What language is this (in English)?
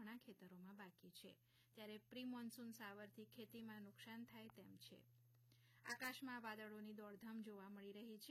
Gujarati